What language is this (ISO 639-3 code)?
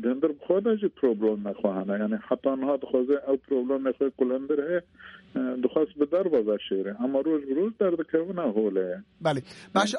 kur